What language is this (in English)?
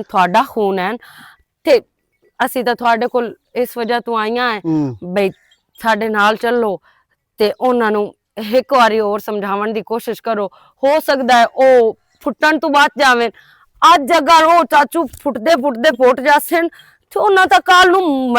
Western Panjabi